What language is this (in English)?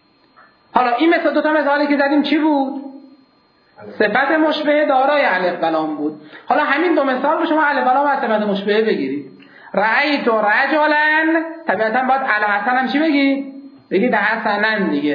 Persian